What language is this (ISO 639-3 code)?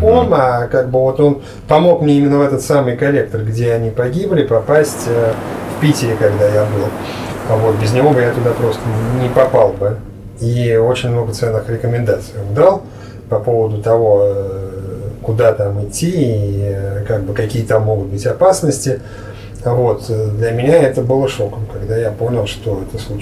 rus